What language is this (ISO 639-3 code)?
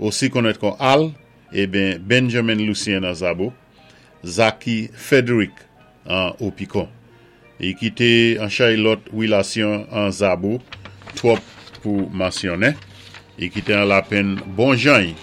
acf